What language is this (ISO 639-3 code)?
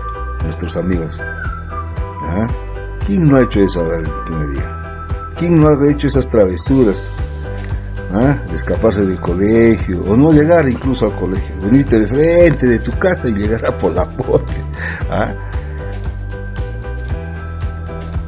spa